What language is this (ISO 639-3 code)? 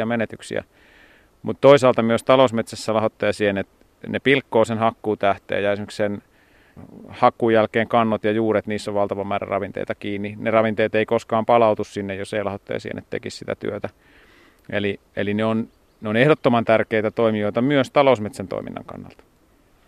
fin